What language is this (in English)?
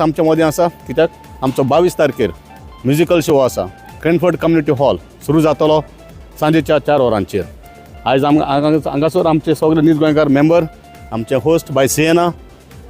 Konkani